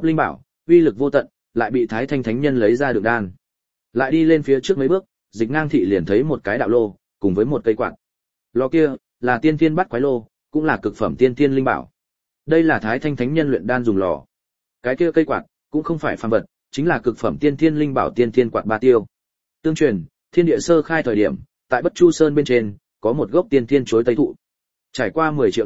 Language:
Vietnamese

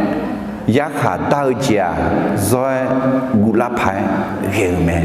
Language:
Akha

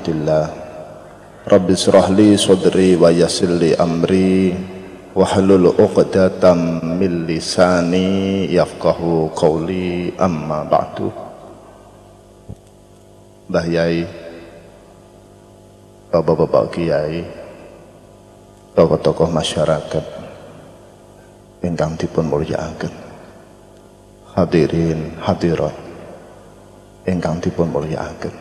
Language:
Javanese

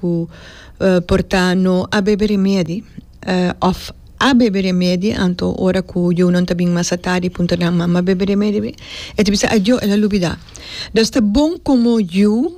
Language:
Papiamento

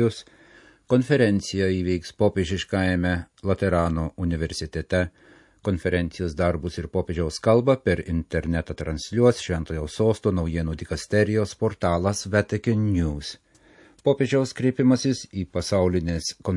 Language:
Lithuanian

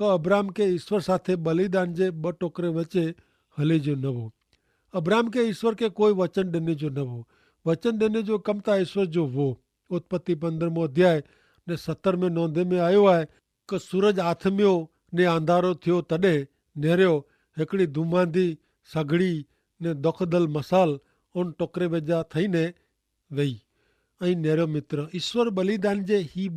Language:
Kachhi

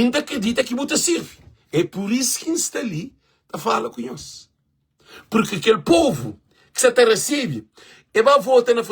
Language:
Kabuverdianu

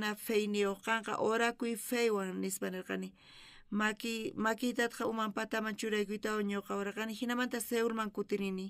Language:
South Bolivian Quechua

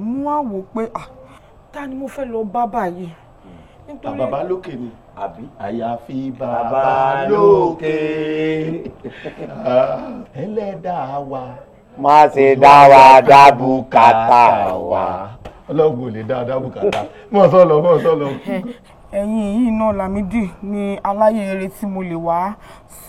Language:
Yoruba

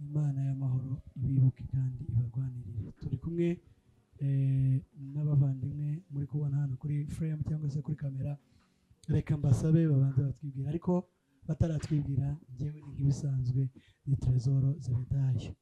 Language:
Kinyarwanda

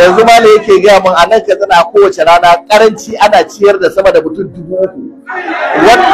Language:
Hausa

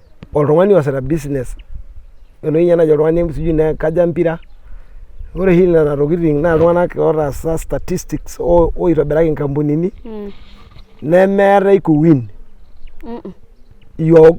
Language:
Masai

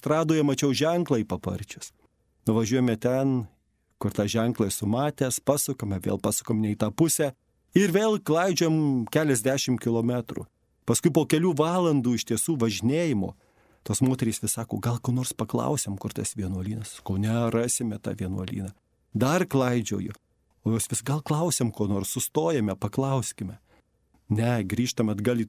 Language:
Lithuanian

